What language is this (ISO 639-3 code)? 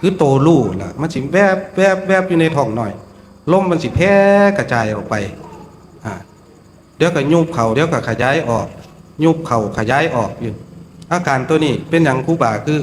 tts